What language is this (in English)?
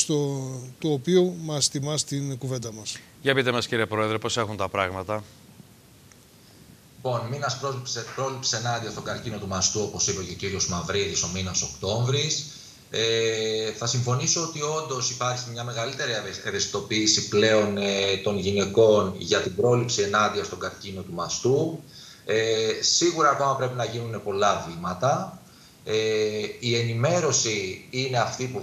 Greek